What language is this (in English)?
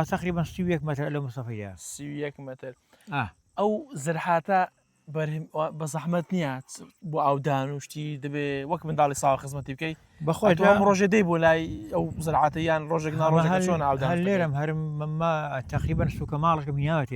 Central Kurdish